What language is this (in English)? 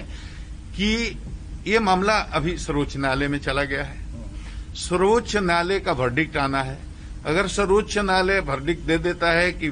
Hindi